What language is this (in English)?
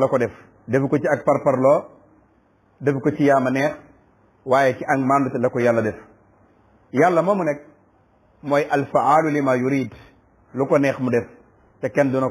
Wolof